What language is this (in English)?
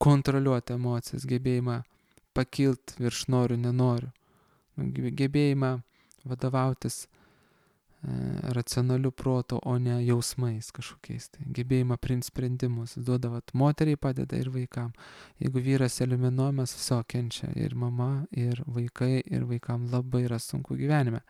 Lithuanian